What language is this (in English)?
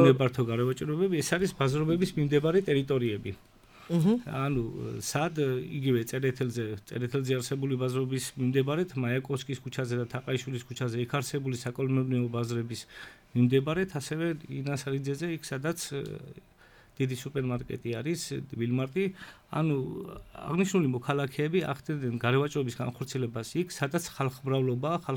Georgian